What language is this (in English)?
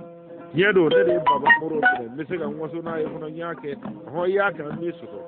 Bambara